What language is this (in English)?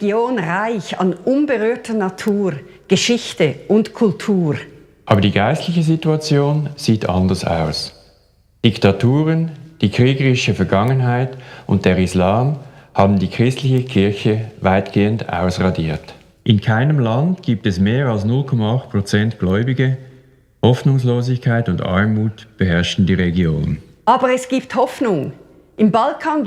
Swiss German